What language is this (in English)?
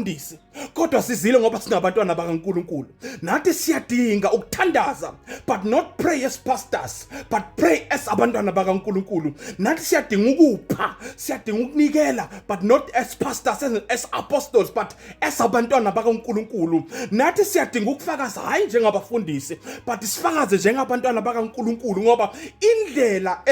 Zulu